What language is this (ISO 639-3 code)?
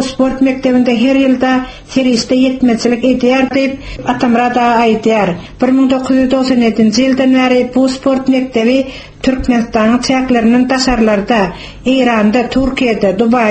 tuk